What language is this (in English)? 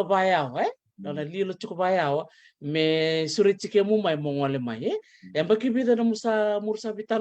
Fijian